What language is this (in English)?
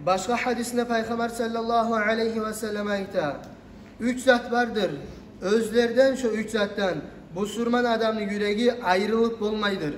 Kumyk